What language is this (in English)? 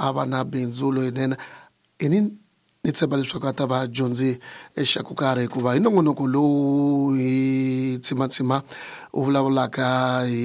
Tsonga